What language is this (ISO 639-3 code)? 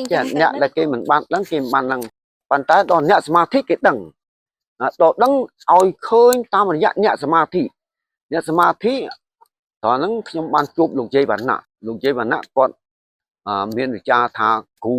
khm